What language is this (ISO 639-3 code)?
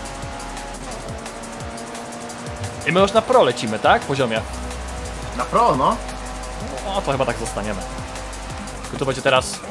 pol